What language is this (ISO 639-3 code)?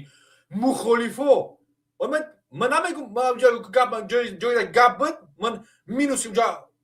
tgk